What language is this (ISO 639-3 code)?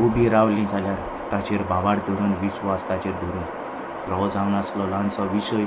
kok